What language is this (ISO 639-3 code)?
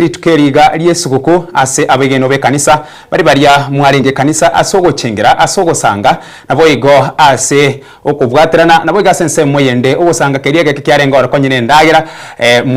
guz